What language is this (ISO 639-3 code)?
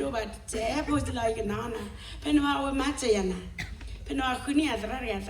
ksw